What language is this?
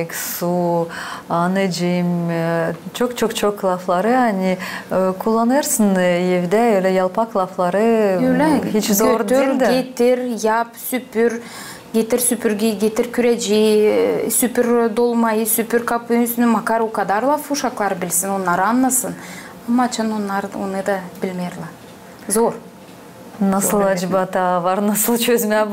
Gagauz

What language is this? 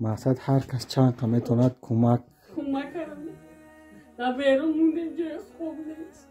Tajik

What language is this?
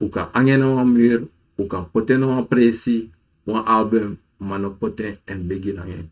Sranan Tongo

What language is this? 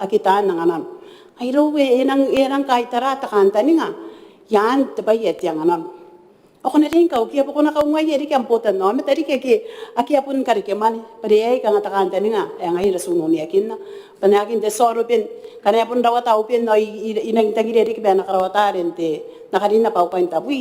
Gilbertese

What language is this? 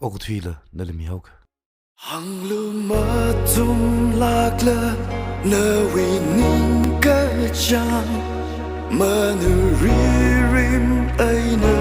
Tangkhul Naga (India)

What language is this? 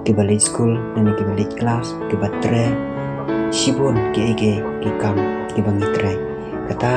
Khasi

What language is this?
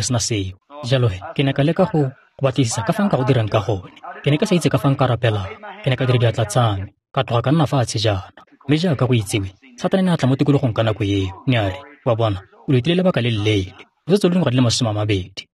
Tswana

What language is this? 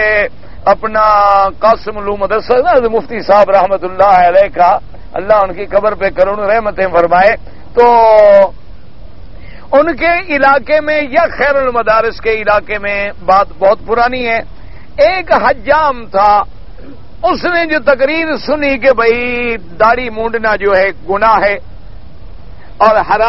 Urdu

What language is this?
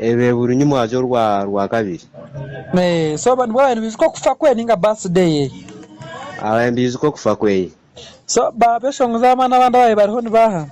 Nyankole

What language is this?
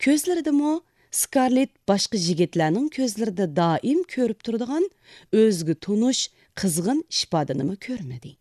Uyghur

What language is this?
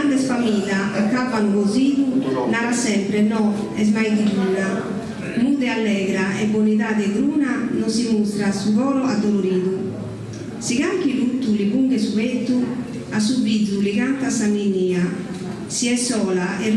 Sardinian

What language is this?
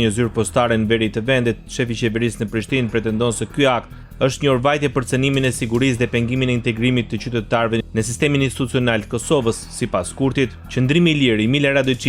Albanian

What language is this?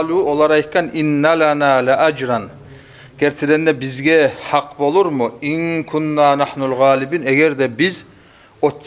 Kumyk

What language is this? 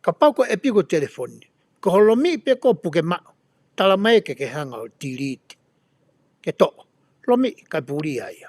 Tongan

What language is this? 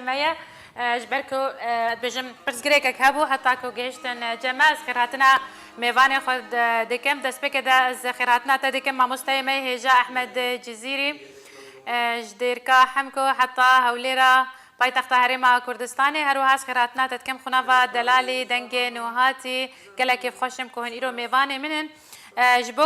Kurdish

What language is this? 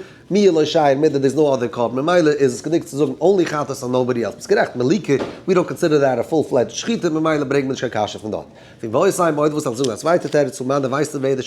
Yiddish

